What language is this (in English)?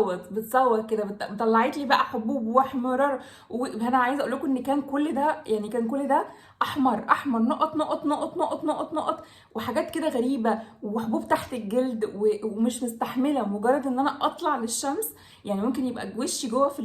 Egyptian Arabic